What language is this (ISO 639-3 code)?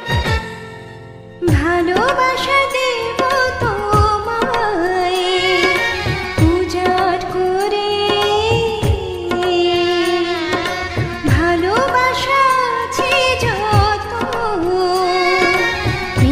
ben